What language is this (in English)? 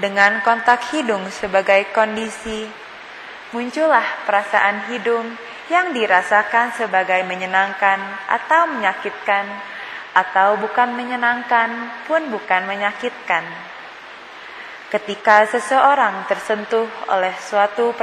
Indonesian